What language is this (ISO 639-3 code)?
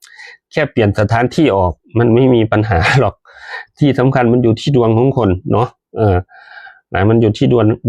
tts